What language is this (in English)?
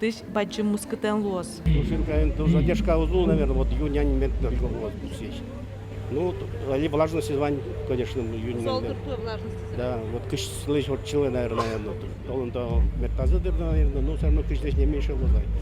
Udmurt